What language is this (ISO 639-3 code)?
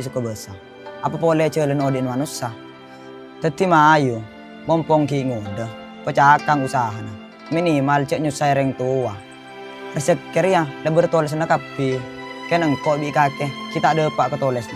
mad